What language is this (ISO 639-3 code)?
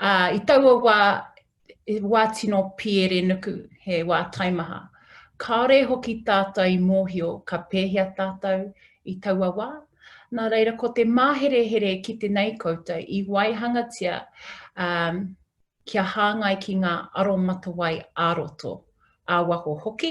mri